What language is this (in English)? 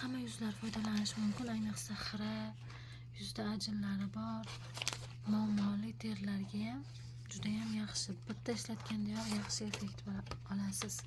Uzbek